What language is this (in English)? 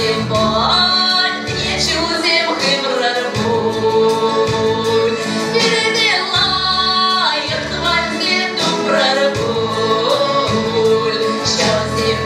Chuvash